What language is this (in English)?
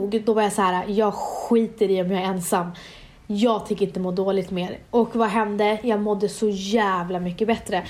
Swedish